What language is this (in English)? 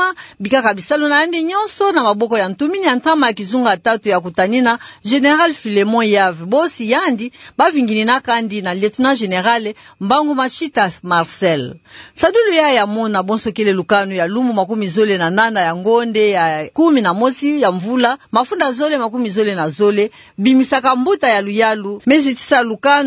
Kituba (Democratic Republic of Congo)